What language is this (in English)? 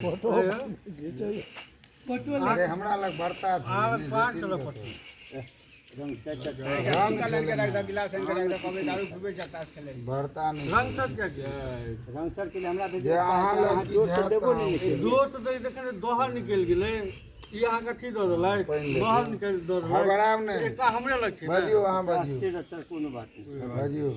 Maithili